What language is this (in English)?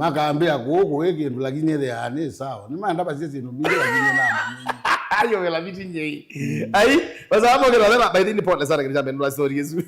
Kamba